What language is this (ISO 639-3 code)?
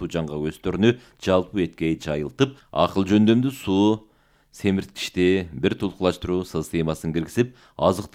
kir